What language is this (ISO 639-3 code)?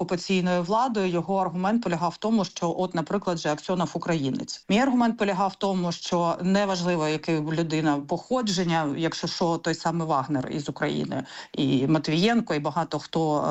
ukr